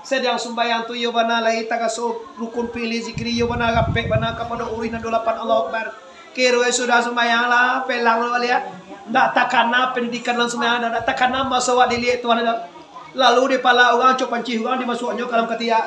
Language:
Minangkabau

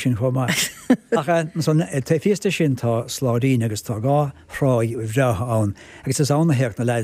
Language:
Irish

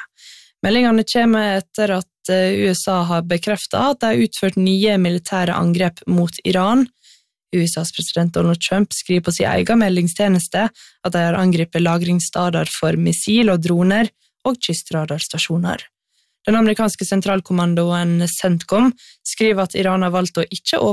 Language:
Norwegian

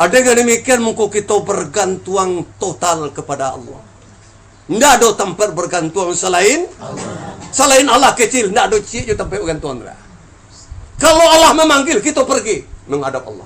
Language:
Minangkabau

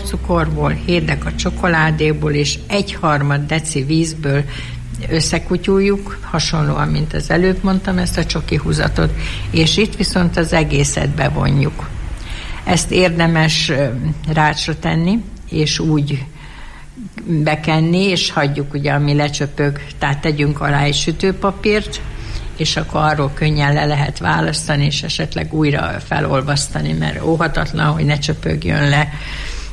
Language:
Hungarian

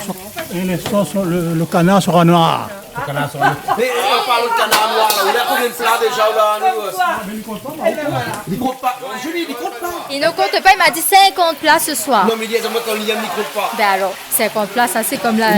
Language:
Réunion Creole French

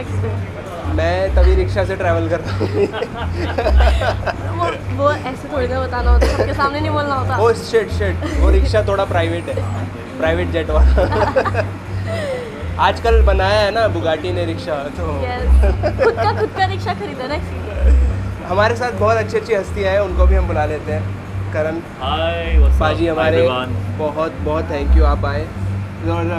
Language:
Hindi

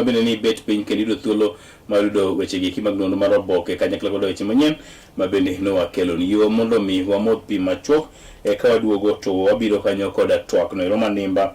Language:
Luo (Kenya and Tanzania)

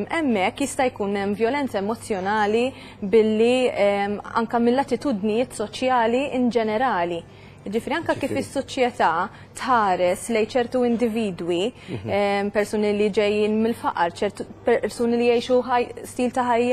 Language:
Maltese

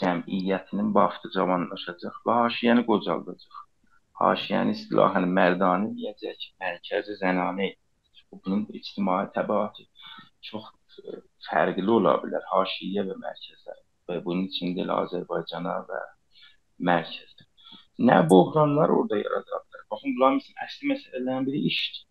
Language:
South Azerbaijani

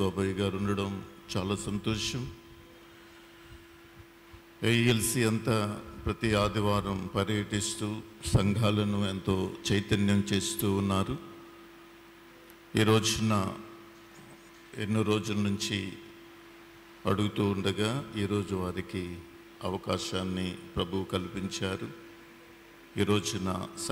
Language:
Telugu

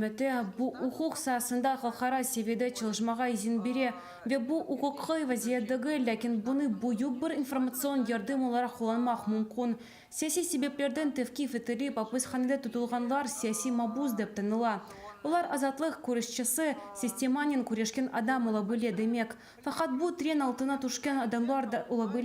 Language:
Crimean Tatar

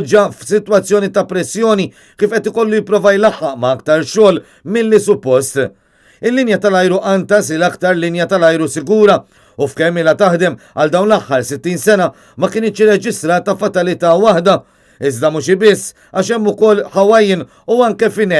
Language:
Maltese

